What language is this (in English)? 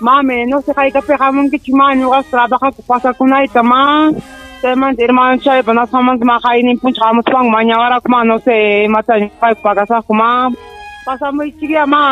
Ayacucho Quechua